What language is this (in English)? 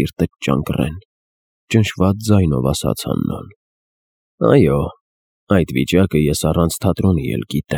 Armenian